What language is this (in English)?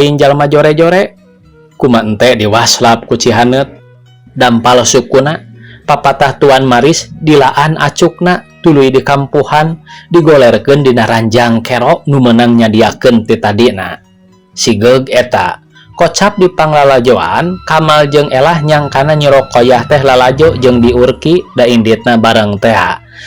Sundanese